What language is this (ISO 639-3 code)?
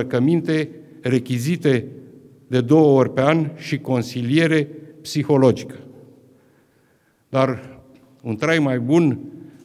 ron